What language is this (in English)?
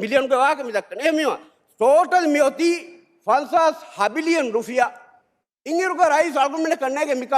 Divehi